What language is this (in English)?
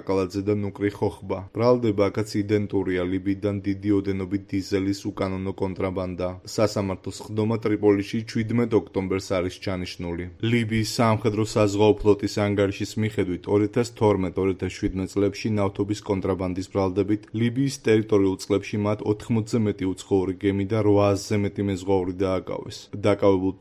Georgian